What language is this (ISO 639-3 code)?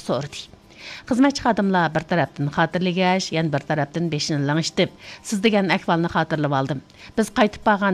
uig